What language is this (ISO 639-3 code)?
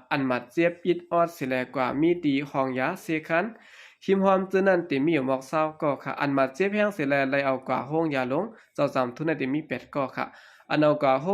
shn